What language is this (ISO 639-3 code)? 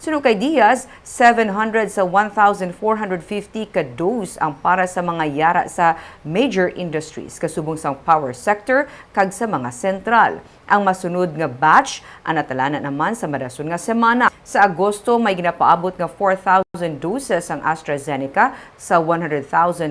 hil